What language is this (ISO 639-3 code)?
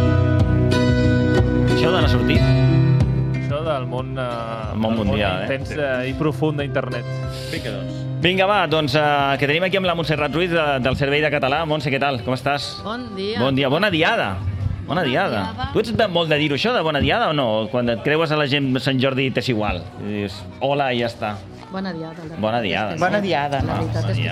cat